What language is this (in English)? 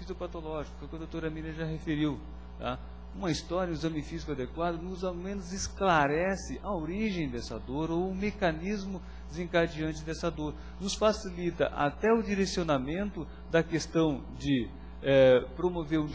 Portuguese